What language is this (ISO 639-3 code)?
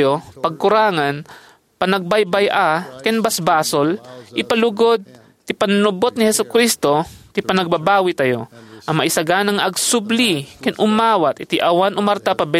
ilo